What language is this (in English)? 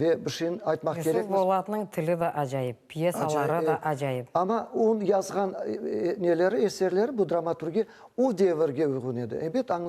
Crimean Tatar